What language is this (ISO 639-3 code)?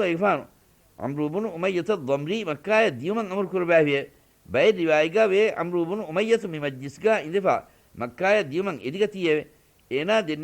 div